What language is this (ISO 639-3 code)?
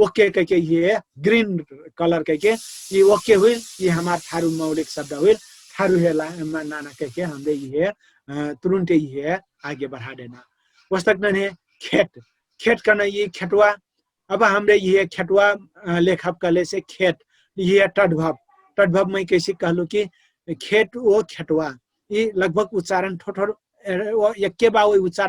thl